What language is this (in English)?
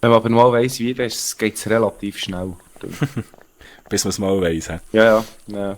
Swiss German